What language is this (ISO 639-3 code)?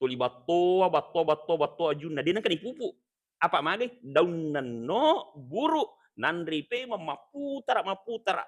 bug